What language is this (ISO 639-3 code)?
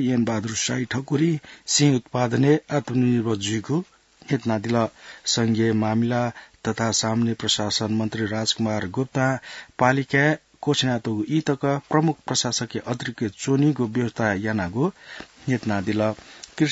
new